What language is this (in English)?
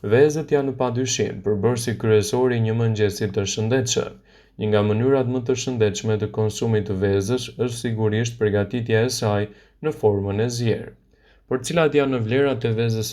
Albanian